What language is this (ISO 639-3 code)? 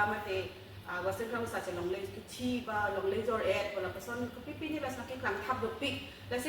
mjw